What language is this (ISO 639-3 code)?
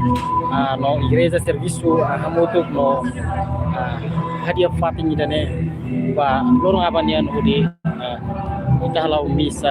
tet